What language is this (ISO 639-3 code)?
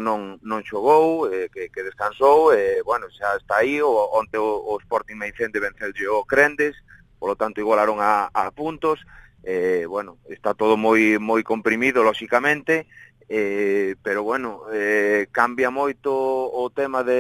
glg